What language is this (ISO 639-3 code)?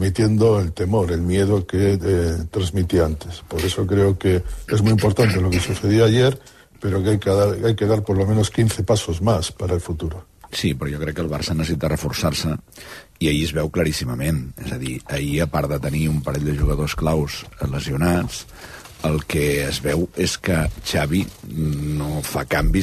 cat